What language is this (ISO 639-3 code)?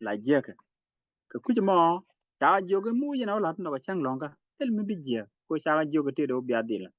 nus